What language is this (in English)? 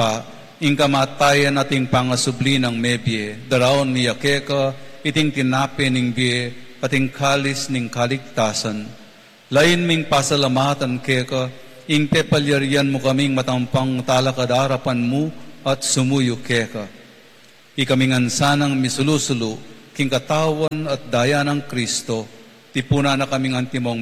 Pampanga